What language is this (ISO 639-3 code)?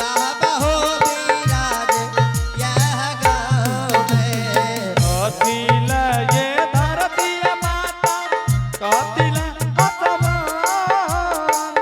anp